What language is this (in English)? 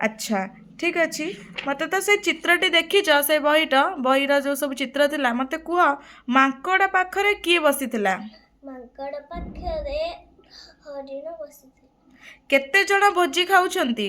Odia